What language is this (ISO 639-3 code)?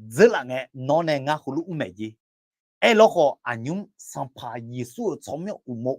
ahk